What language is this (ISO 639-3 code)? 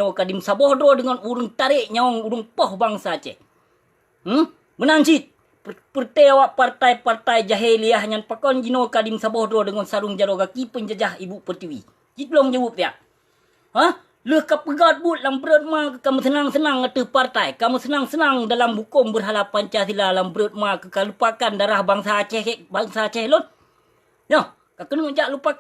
ace